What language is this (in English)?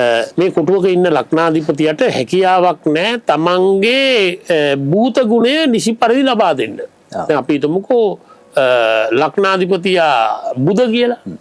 Sinhala